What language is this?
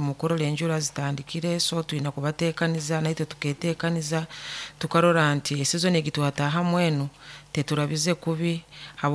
Nyoro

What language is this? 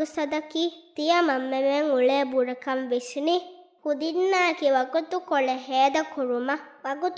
Divehi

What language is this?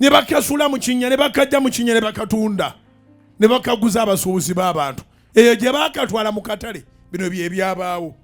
Ganda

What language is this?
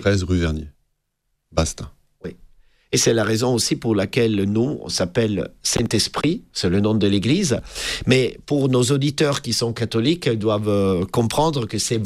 French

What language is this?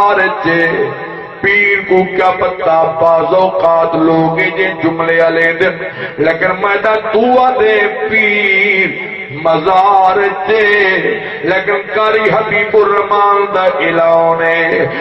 Saraiki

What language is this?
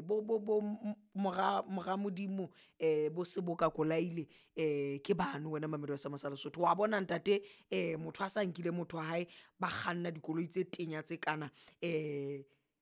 Southern Sotho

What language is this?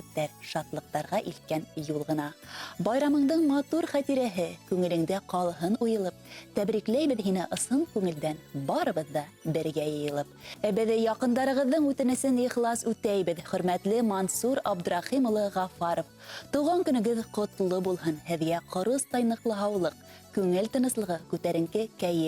Bashkir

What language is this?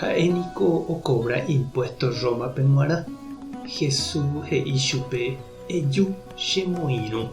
Guarani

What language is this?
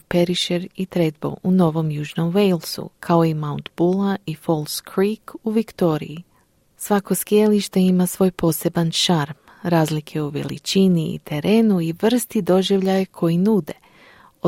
Croatian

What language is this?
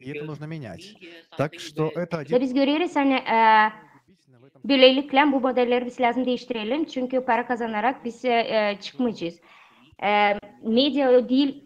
Gagauz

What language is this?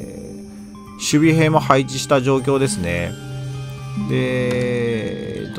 Japanese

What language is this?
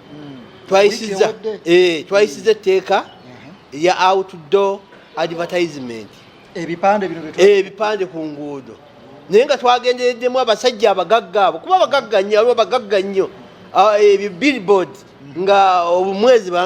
Ganda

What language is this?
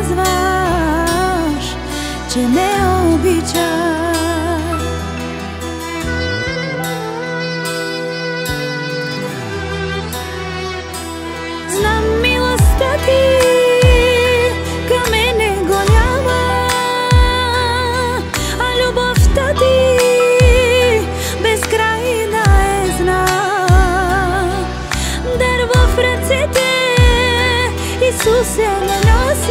Bulgarian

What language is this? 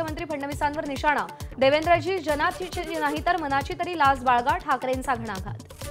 Marathi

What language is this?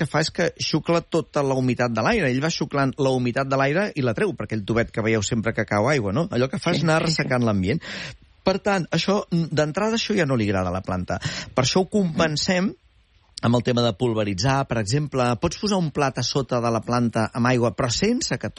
Catalan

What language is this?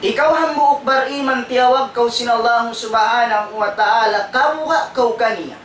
Tausug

